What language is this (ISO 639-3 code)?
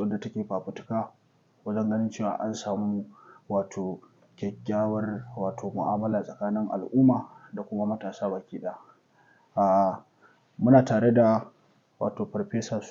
hau